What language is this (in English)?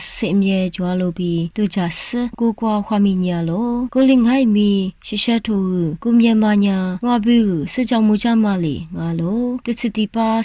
Lisu